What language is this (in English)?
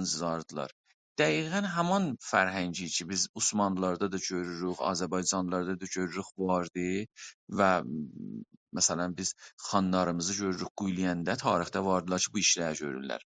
South Azerbaijani